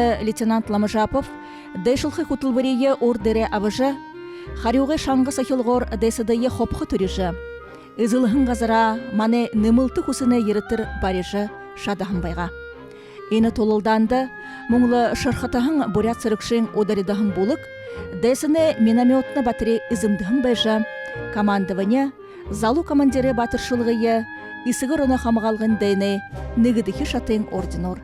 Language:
Buriat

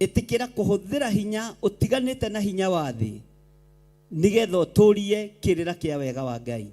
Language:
Kikuyu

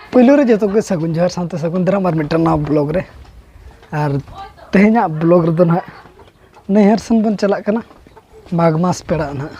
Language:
Santali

